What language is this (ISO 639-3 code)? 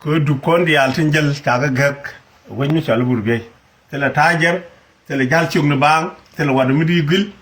nus